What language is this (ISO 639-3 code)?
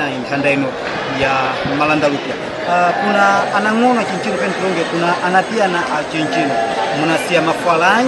seh